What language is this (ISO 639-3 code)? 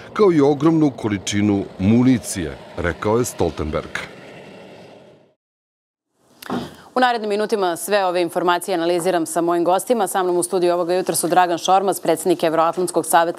srp